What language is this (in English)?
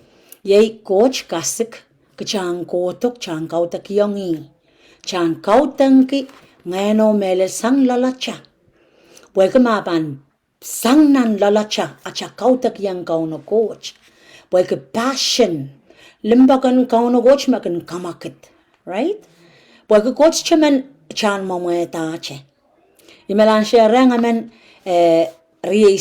Pohnpeian